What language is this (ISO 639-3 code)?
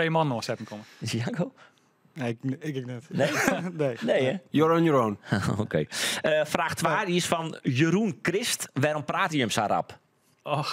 fry